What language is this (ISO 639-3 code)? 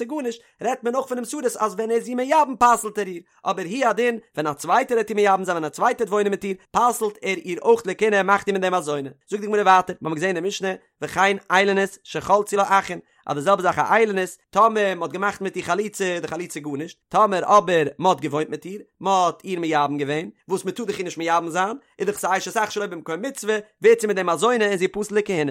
yid